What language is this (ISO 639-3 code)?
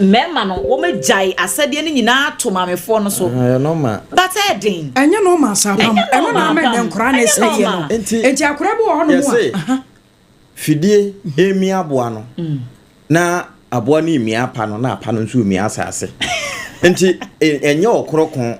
aka